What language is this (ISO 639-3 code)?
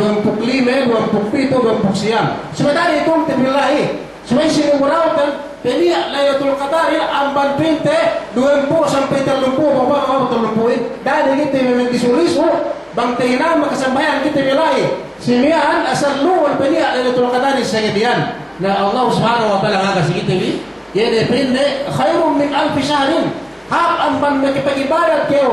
yka